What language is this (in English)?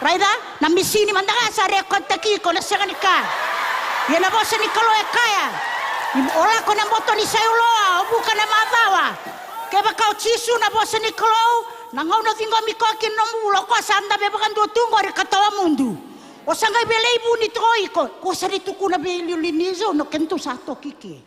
Fijian